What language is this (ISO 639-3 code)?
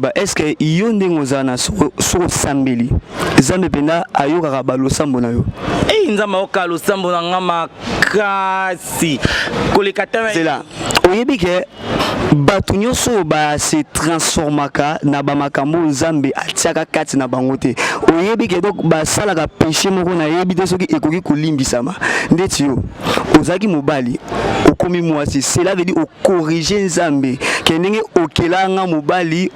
lin